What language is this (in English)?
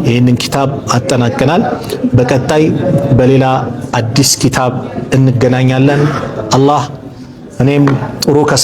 Amharic